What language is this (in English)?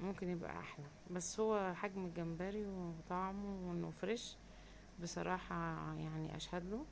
Egyptian Arabic